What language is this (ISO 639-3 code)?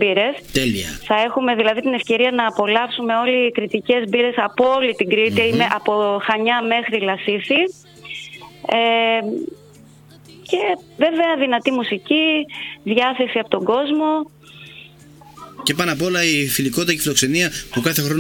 ell